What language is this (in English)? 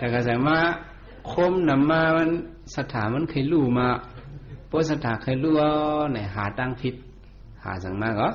Shan